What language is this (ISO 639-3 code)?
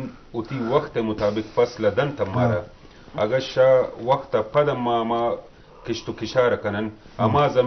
bgp